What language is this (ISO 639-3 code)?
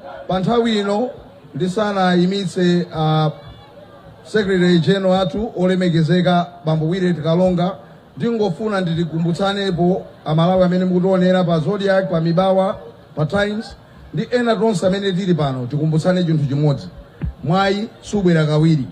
nya